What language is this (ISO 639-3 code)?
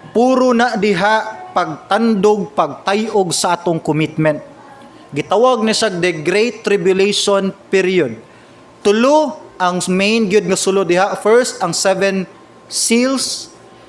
ceb